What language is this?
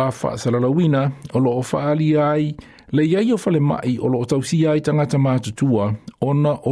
Samoan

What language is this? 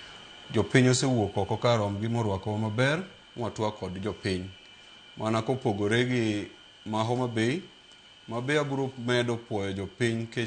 Luo (Kenya and Tanzania)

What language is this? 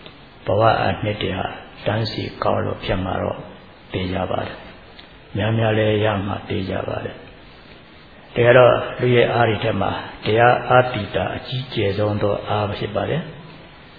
Burmese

